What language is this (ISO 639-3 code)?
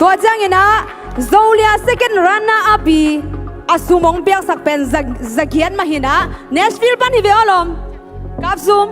ctd